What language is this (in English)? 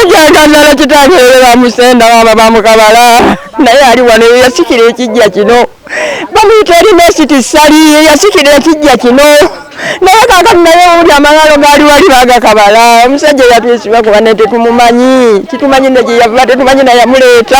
Ganda